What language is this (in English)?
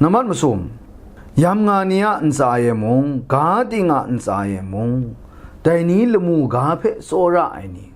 Kachin